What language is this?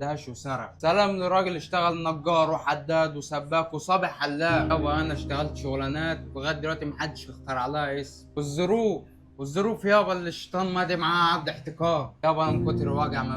Egyptian Arabic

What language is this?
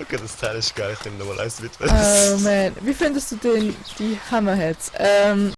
Swiss German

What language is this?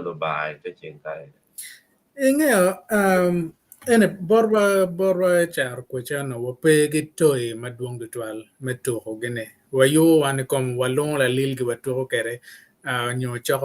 Acoli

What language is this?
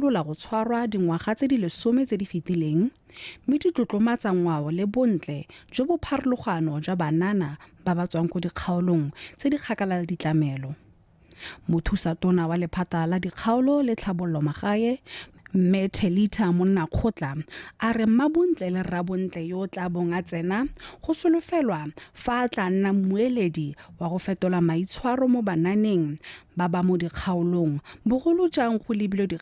Tswana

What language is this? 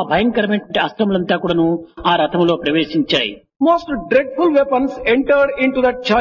Telugu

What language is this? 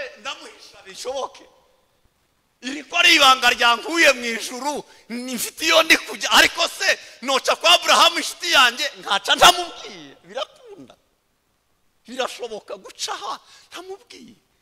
Kinyarwanda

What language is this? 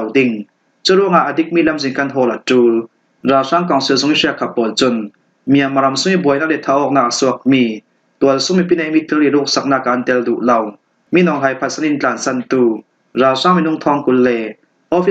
Falam Chin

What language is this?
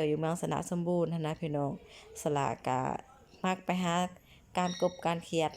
Lao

